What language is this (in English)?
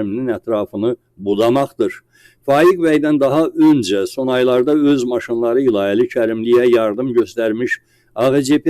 Azerbaijani